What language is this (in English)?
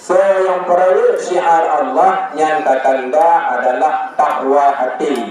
Achinese